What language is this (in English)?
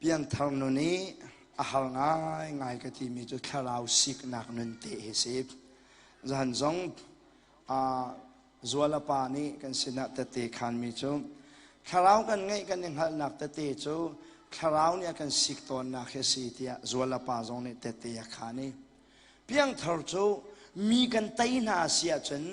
Hakha Chin